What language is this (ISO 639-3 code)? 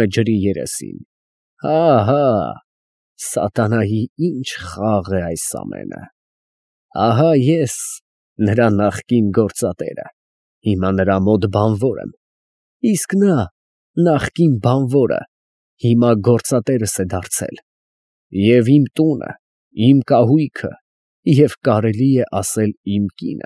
hye